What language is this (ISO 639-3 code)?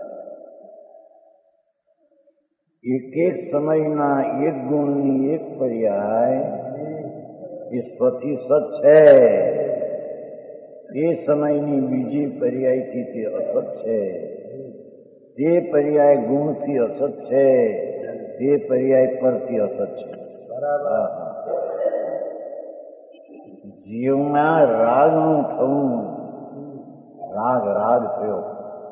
guj